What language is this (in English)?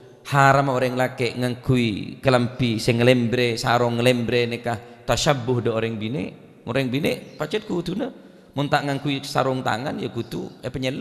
Madurese